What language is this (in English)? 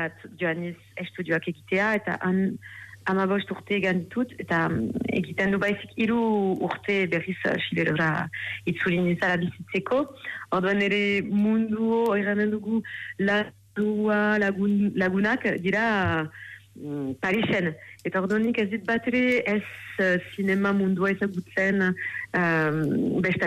Basque